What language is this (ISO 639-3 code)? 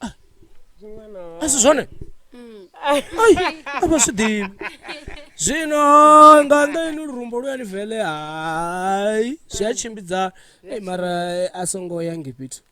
ven